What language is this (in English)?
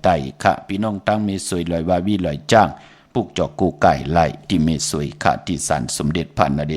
Shan